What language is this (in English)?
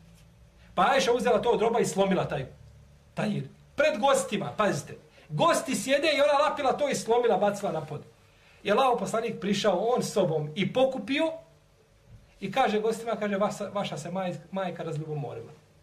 Bosnian